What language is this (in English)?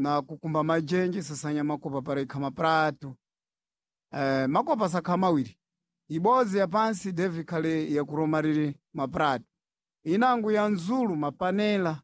Sena